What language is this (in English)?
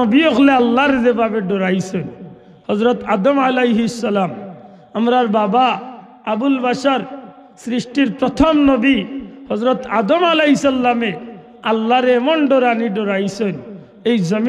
Sylheti